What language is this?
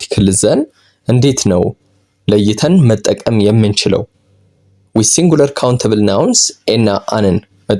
Amharic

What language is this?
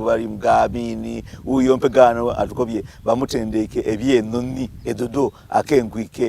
Soga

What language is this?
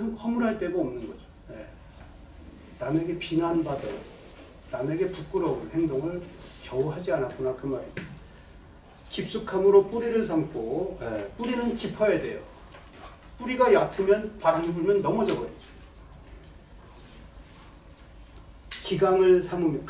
Korean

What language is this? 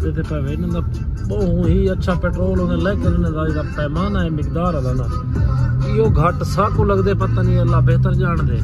Saraiki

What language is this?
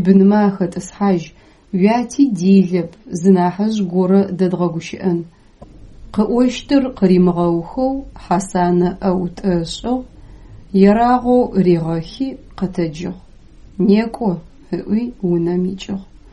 Adyghe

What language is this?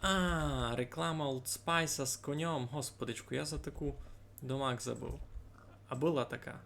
Rusyn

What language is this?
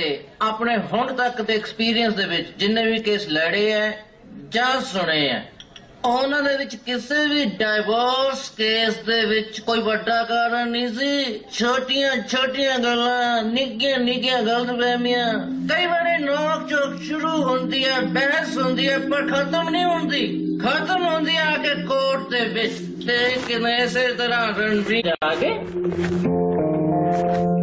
Punjabi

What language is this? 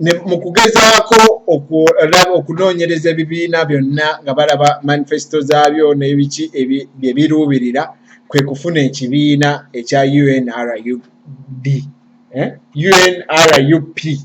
Ganda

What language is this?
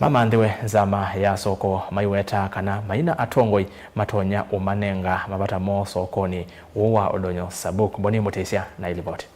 Kamba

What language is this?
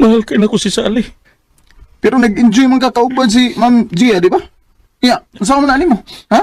Cebuano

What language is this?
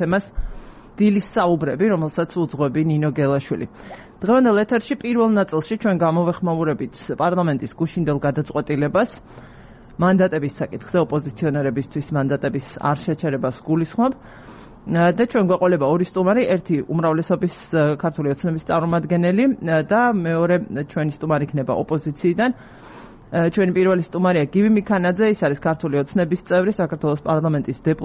Georgian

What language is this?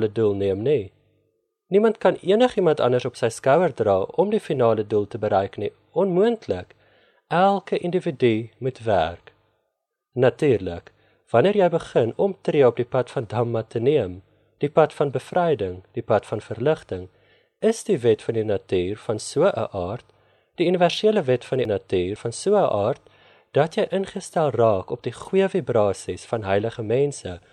Afrikaans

